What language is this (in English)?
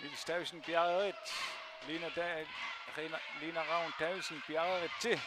Kalaallisut